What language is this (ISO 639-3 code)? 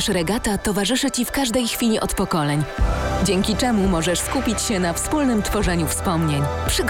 pol